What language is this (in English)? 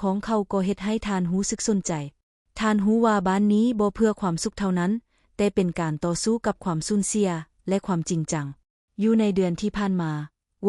Lao